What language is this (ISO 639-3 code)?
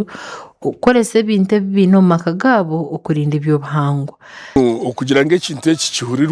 nyn